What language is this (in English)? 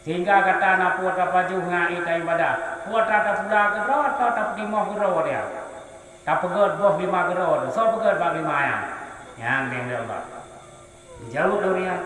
Achinese